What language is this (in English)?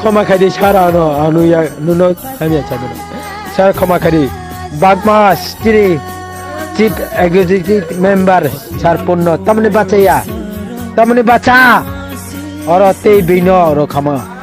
Kok Borok